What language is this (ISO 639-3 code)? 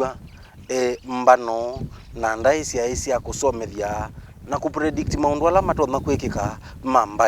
kam